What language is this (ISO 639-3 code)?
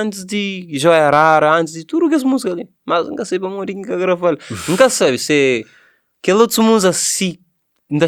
kea